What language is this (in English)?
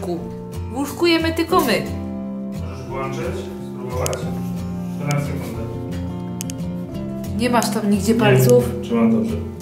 Polish